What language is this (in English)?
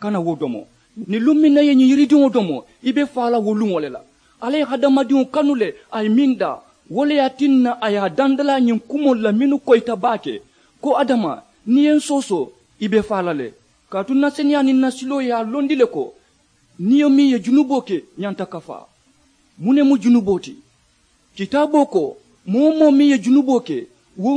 Mandingo